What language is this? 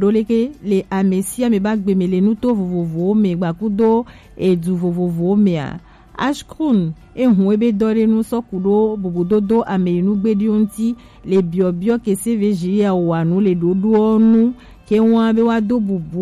Gen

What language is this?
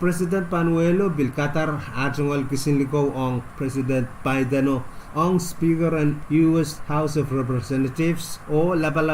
Pohnpeian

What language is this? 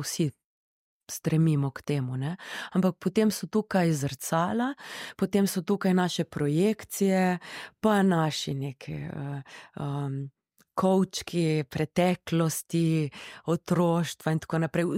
Slovenian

